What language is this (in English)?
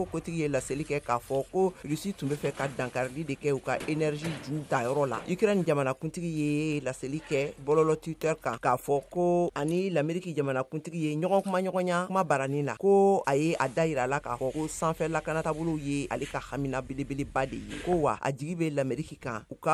Bambara